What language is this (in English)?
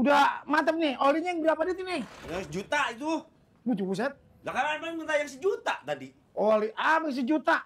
Betawi